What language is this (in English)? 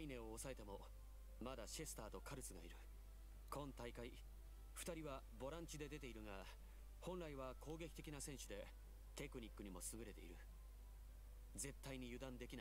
Japanese